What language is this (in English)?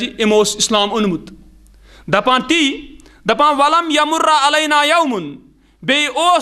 Kashmiri